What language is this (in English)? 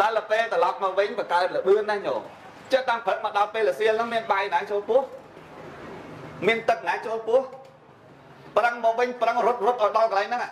Khmer